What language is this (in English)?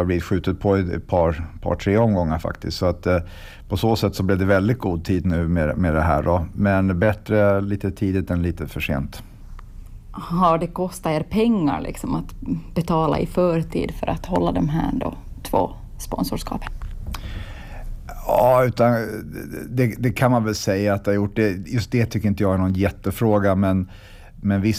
Swedish